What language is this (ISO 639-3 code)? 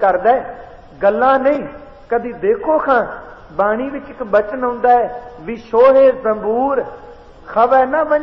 pan